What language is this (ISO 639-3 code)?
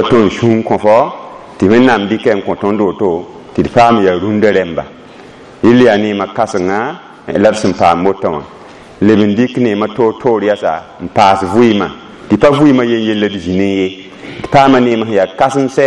mos